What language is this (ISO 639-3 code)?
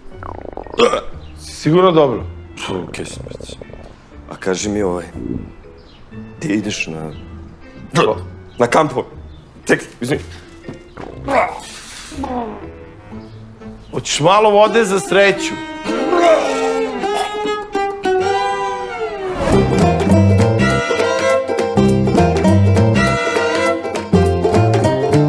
srp